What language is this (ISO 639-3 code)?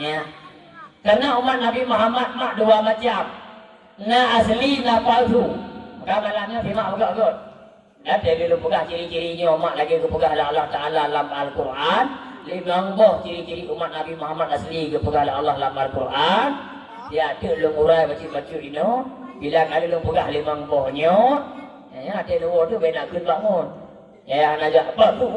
ace